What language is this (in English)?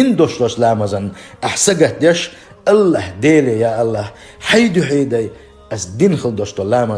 Chechen